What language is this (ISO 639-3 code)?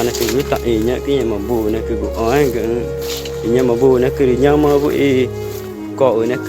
tca